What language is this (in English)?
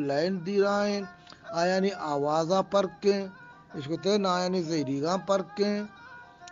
Eastern Balochi